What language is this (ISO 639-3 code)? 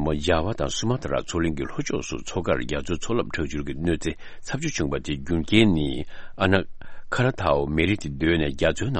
bod